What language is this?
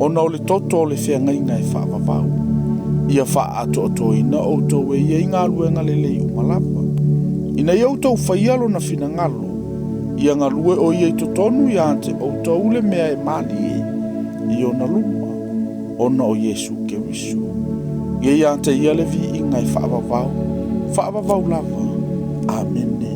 Samoan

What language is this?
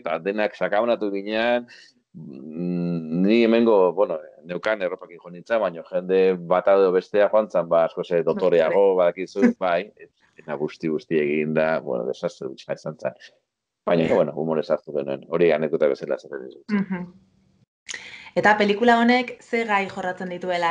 Basque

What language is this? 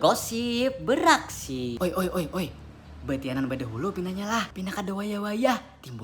Banjar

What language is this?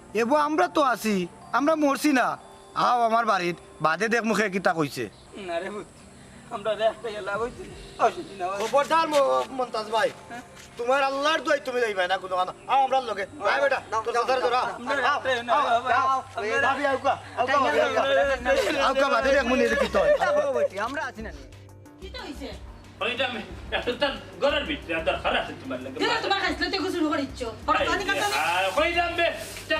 Sylheti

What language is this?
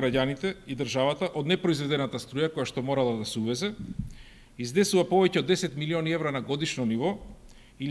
Macedonian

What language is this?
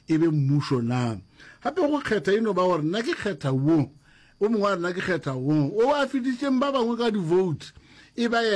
Northern Sotho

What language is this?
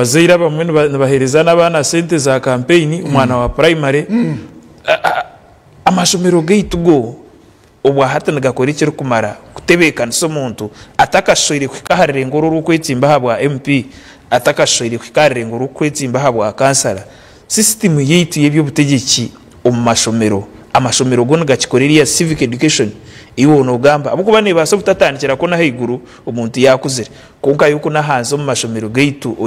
Nyankole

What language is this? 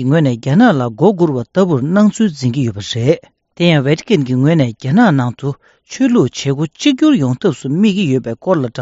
Tibetan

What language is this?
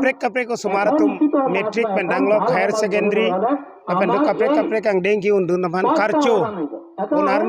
Karbi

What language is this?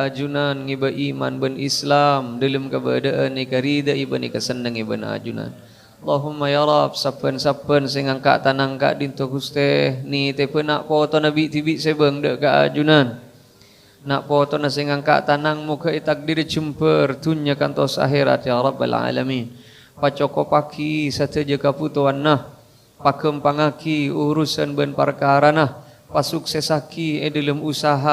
Madurese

